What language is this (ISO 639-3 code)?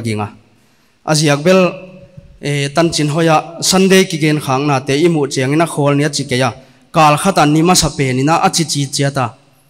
pck